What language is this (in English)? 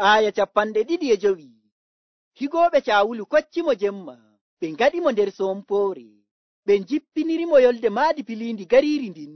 Nigerian Fulfulde